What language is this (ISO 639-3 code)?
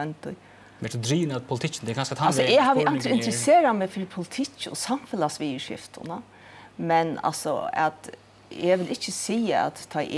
fao